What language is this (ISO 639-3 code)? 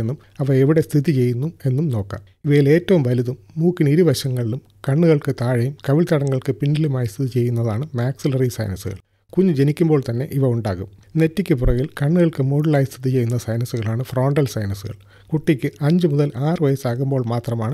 mal